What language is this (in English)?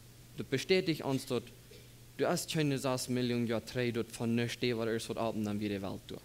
Plautdietsch